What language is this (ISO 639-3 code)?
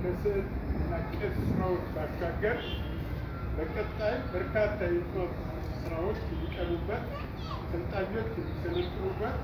amh